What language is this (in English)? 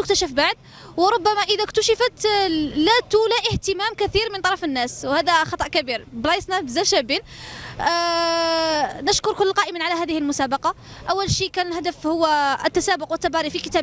Algerian Arabic